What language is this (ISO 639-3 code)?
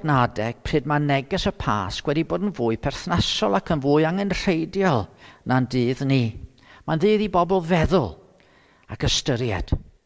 cym